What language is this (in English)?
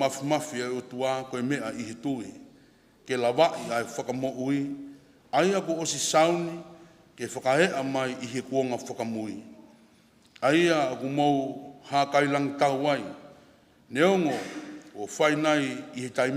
Tongan